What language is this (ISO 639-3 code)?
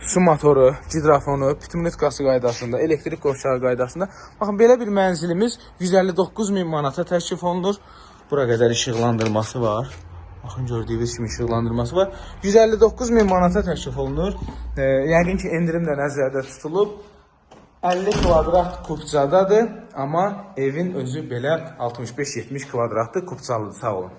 aze